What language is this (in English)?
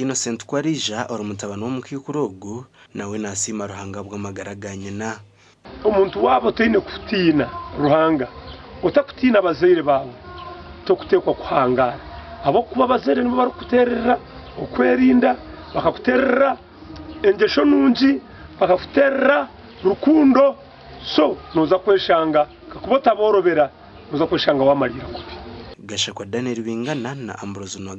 Nyankole